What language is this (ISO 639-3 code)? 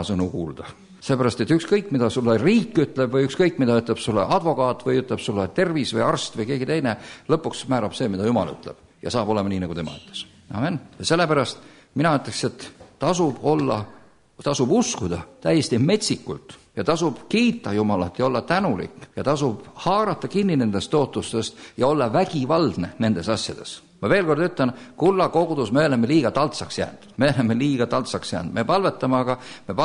est